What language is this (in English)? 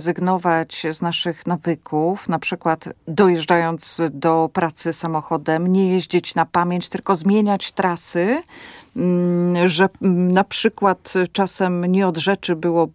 Polish